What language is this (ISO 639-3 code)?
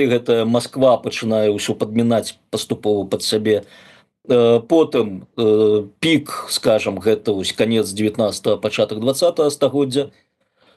bel